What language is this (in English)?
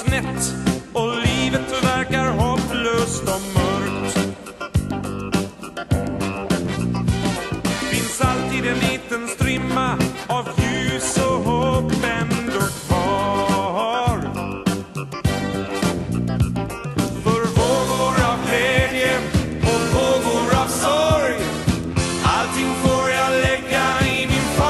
Swedish